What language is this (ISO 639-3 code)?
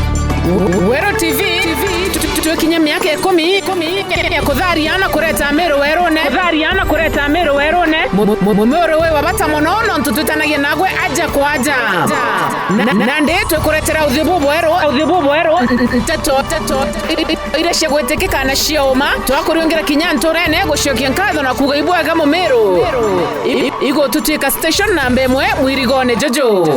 mer